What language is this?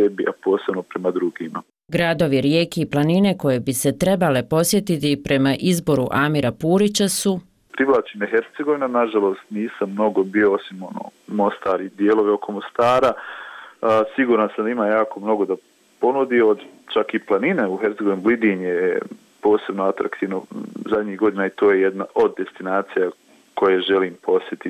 Bosnian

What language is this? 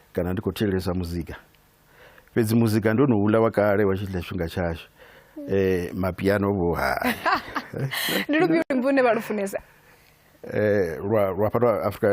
Venda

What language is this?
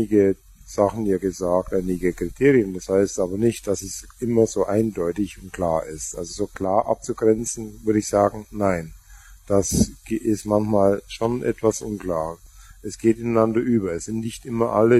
German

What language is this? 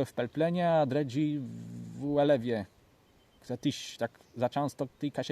Kashubian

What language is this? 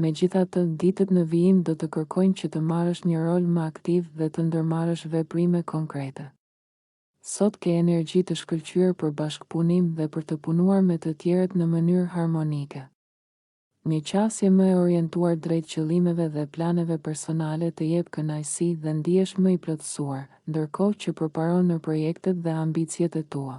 Albanian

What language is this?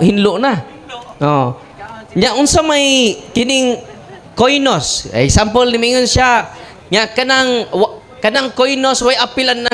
Cebuano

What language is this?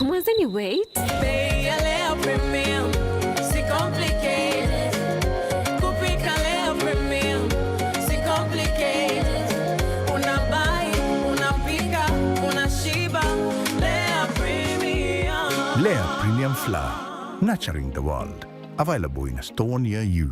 Meru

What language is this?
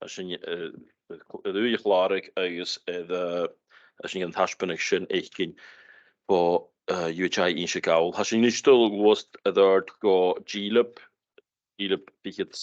Scottish Gaelic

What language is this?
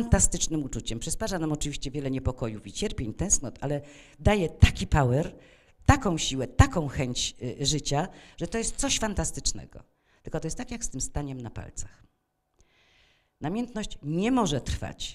Polish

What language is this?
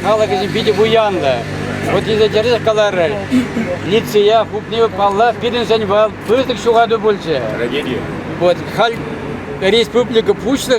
Chuvash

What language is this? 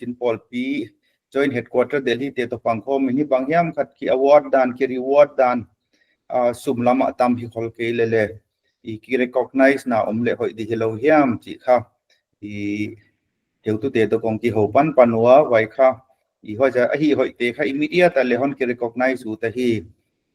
Paite Chin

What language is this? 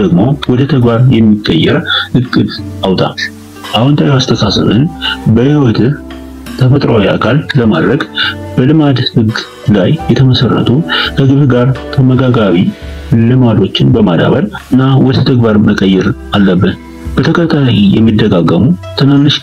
Amharic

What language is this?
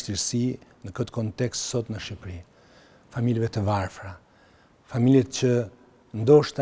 Albanian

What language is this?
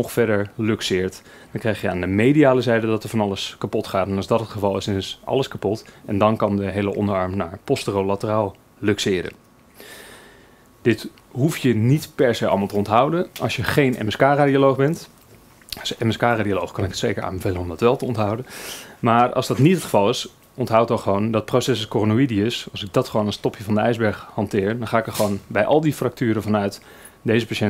Dutch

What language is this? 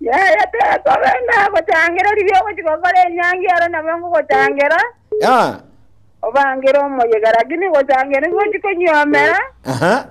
Gusii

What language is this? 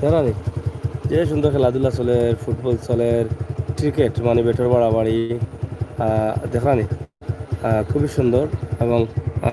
Sylheti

